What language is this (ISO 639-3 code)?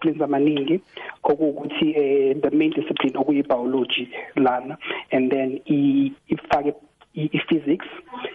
nbl